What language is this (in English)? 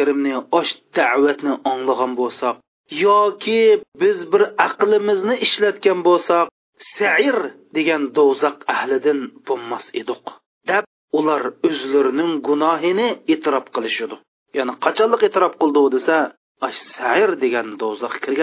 Uyghur